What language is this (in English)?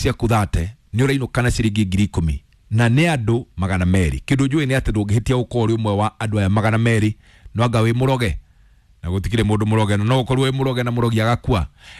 Kikuyu